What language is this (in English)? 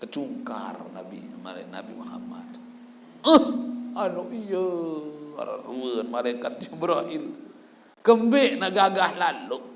Sasak